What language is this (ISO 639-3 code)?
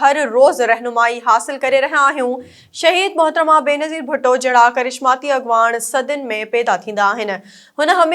snd